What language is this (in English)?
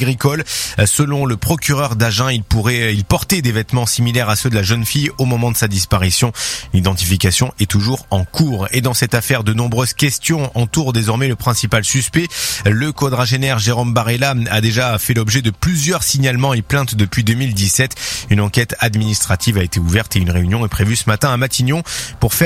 French